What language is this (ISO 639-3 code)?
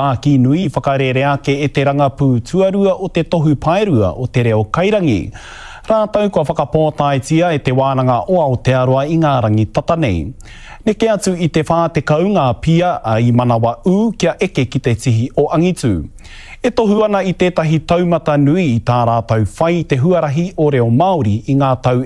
mri